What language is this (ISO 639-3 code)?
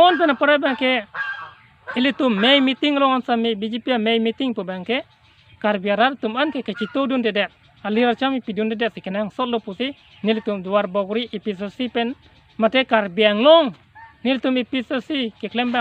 mjw